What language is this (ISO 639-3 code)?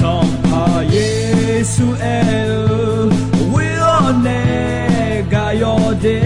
ahk